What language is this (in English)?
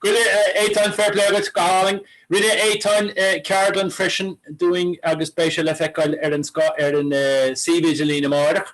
Irish